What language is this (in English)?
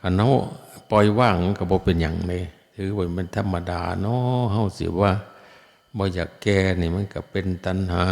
Northeastern Thai